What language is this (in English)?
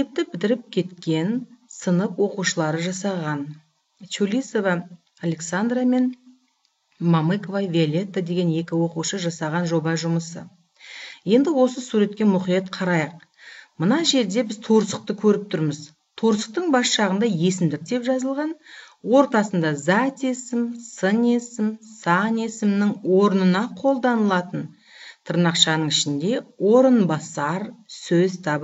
Kazakh